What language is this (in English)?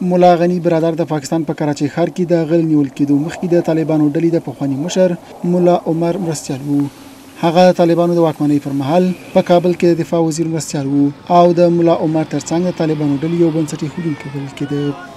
Pashto